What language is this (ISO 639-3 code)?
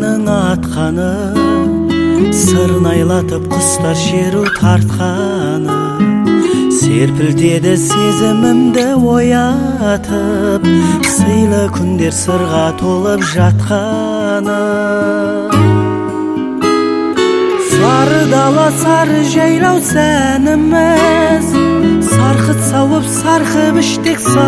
kaz